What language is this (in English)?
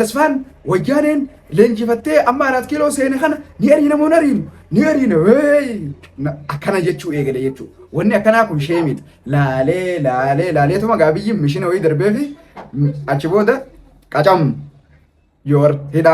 Oromo